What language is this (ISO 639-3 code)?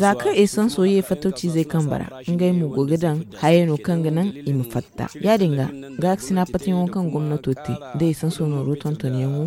dje